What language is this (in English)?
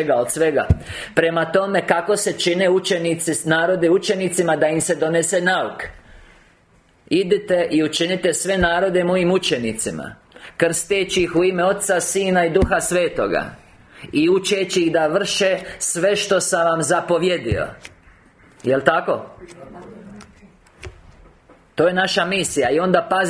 Croatian